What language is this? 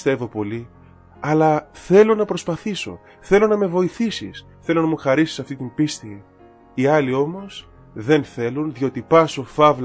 Greek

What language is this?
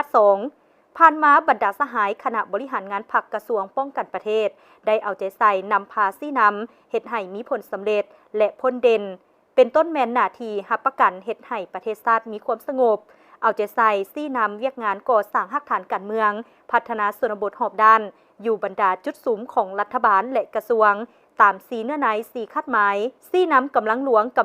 Lao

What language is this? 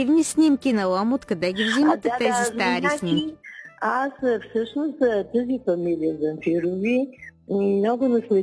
Bulgarian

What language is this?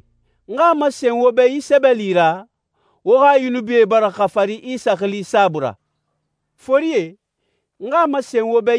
Susu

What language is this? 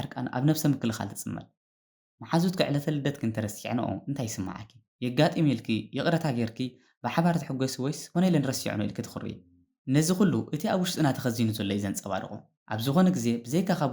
Tigrinya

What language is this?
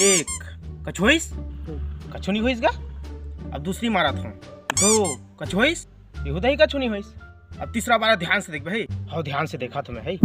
Chhattisgarhi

